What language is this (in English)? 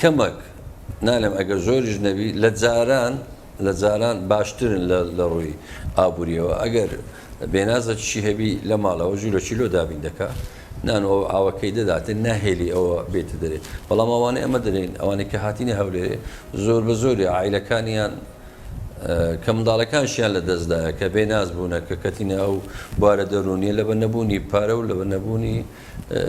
Central Kurdish